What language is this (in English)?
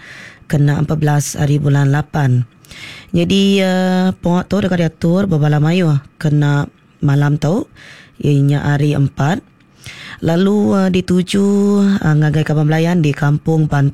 Iban